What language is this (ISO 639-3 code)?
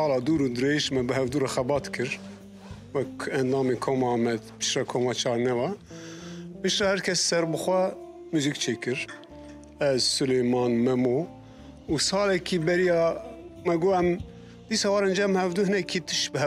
kur